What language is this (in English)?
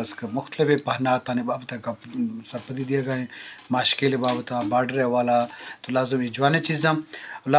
Eastern Balochi